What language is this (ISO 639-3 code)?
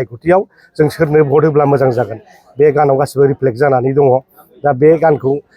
brx